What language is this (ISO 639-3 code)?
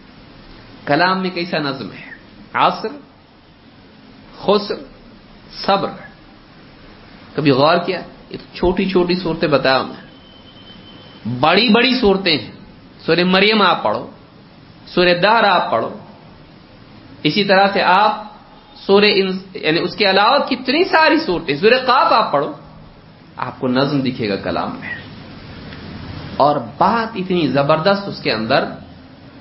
urd